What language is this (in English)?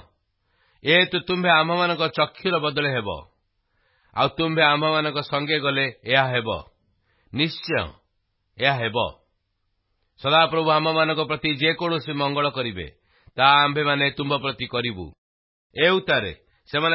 Odia